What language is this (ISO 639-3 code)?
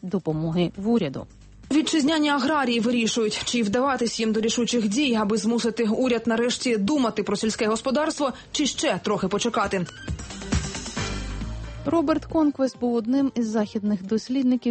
ukr